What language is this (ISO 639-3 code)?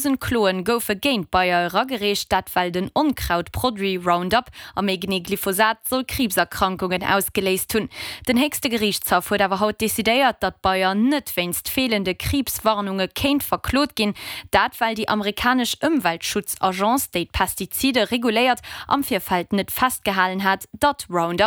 ltz